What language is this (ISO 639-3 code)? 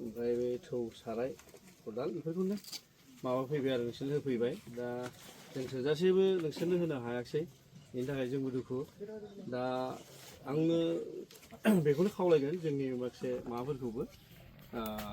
brx